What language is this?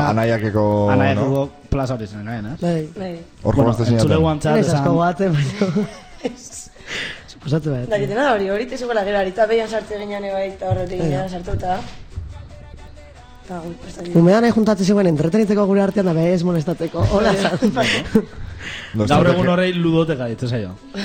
Basque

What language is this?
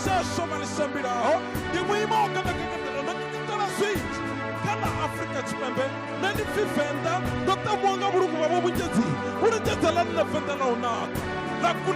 Venda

